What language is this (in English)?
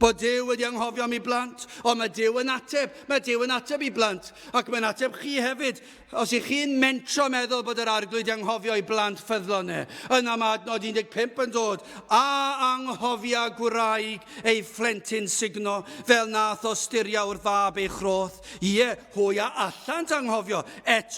Welsh